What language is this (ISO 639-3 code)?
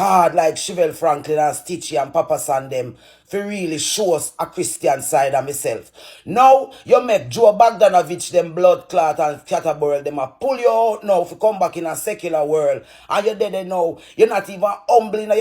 jam